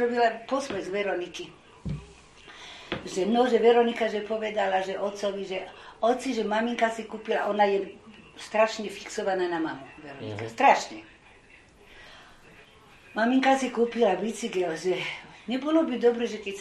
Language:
Slovak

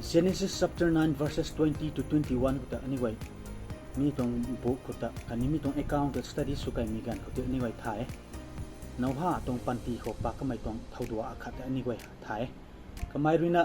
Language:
Rongmei Naga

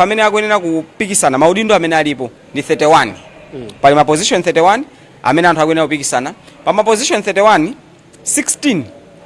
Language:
Nyanja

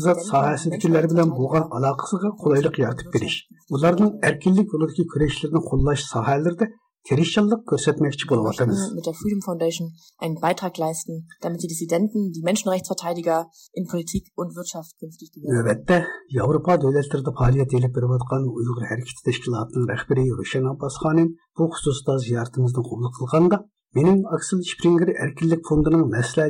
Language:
Uyghur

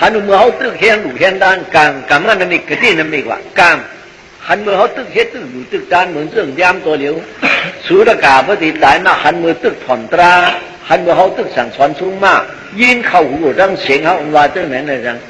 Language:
Shan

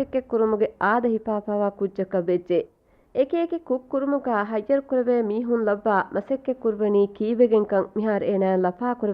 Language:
Divehi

